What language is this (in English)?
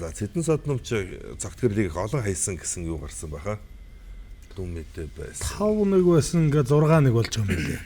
Mongolian